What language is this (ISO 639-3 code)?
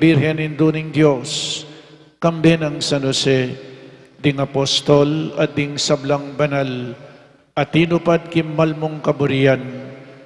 pam